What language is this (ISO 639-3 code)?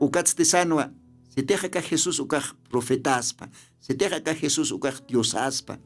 aym